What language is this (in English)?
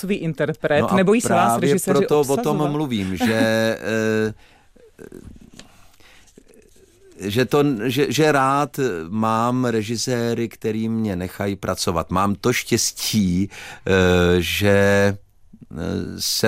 Czech